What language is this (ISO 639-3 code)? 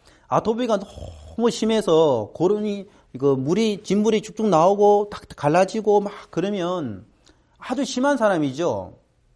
kor